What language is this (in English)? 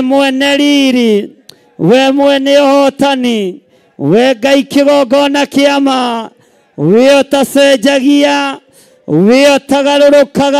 Kikuyu